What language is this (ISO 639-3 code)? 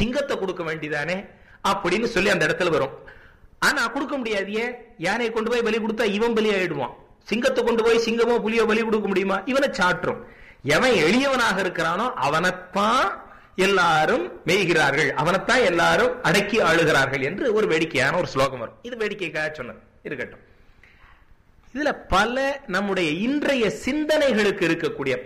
tam